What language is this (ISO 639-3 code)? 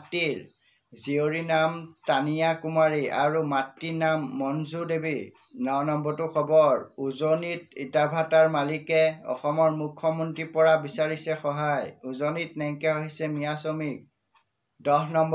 asm